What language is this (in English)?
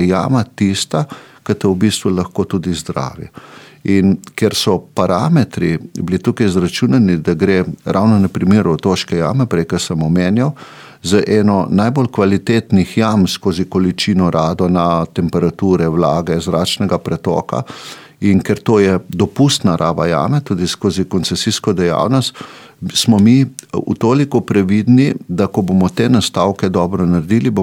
Slovenian